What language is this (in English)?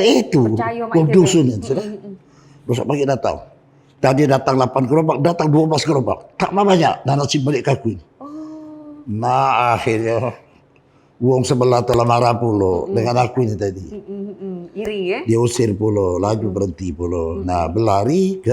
Musi